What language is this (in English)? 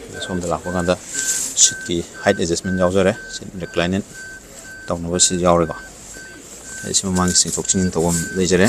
Manipuri